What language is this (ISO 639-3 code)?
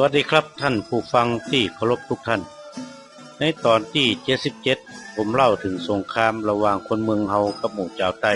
nod